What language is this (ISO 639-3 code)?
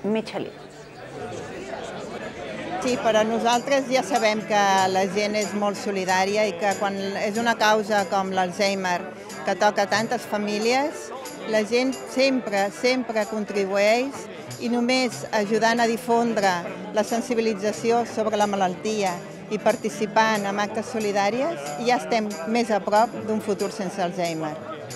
cat